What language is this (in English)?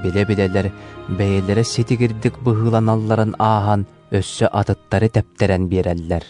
Yakut